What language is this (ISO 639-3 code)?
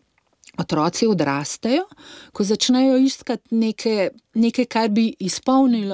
slv